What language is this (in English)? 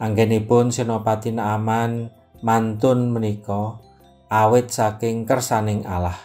Javanese